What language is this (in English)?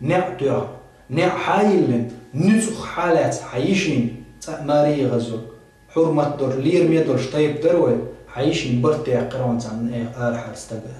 Chechen